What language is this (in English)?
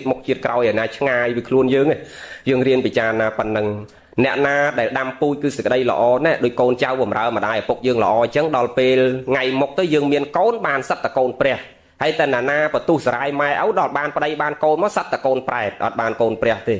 Khmer